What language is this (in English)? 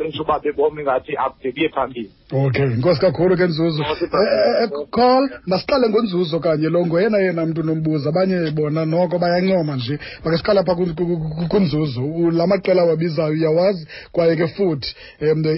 Xhosa